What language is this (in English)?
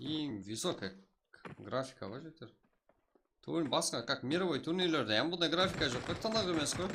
Kara-Kalpak